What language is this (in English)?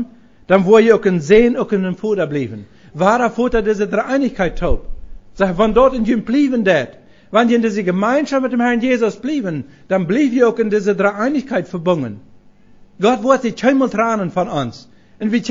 Plautdietsch